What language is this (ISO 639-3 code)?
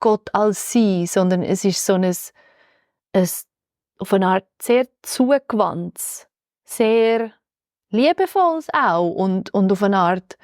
gsw